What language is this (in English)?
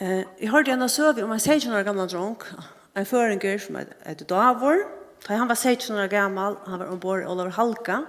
Faroese